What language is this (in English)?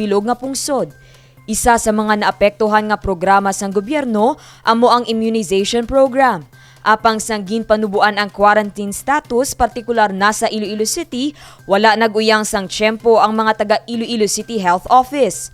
Hiligaynon